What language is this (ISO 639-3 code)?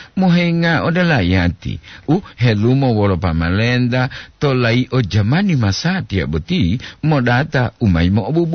gor